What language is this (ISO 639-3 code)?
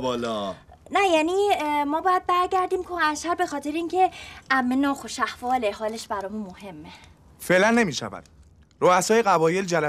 fas